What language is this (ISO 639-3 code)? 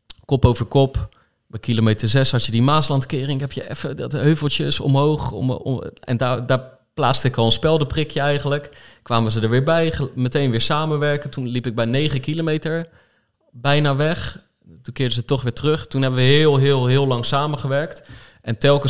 nld